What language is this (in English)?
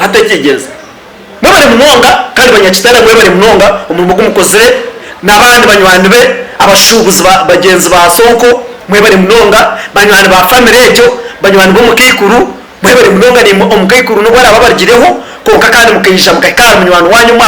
Nyankole